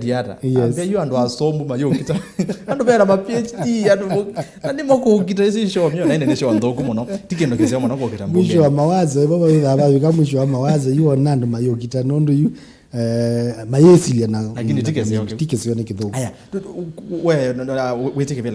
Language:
Kamba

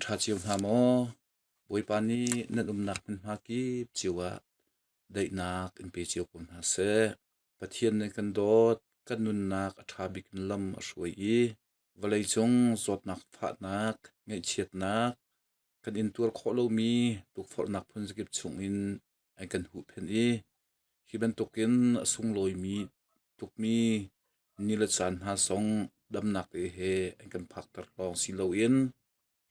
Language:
Hakha Chin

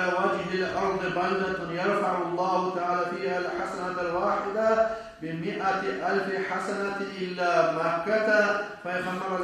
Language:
Kumyk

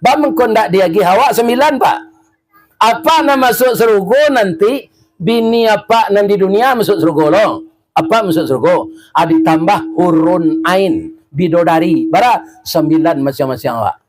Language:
Minangkabau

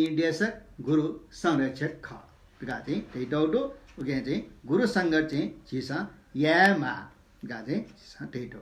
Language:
Newari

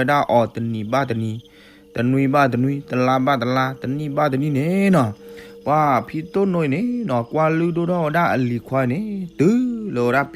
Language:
S'gaw Karen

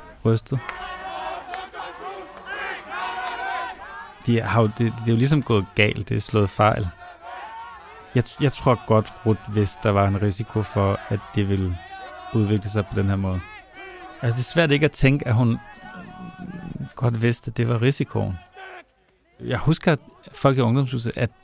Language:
Danish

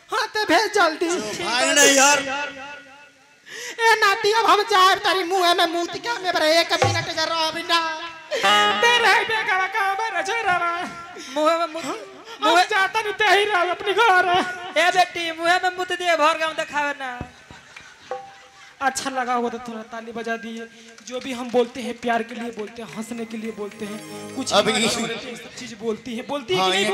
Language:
Bhojpuri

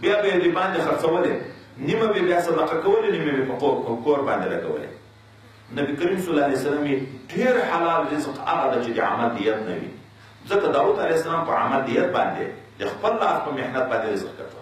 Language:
Pashto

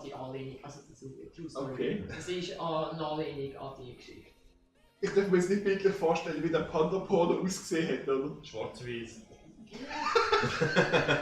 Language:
Swiss German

